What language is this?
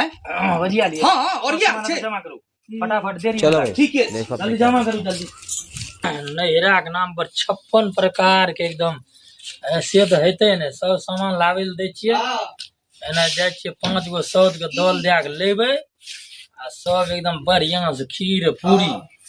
Maithili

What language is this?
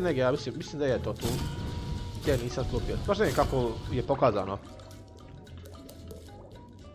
Croatian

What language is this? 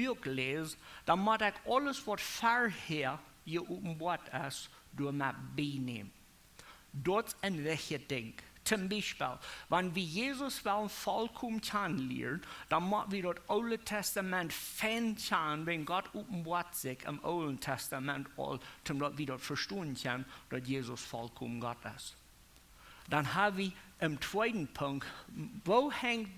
Plautdietsch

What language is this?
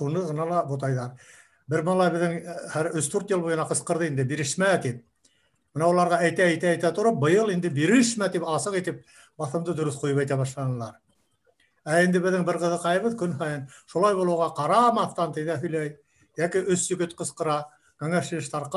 Bashkir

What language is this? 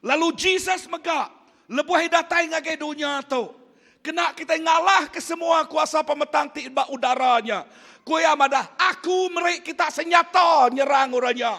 Iban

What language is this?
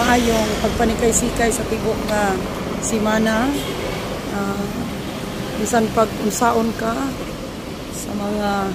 Cebuano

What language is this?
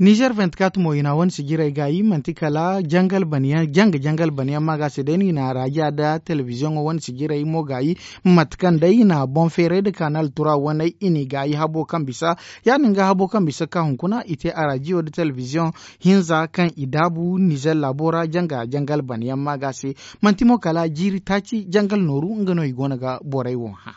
Zarma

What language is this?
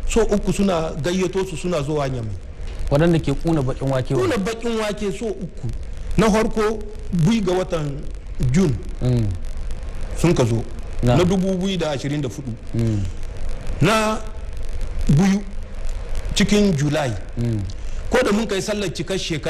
Hausa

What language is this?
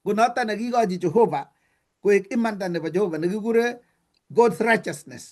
Kalenjin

